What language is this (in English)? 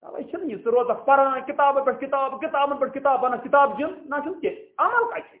Kashmiri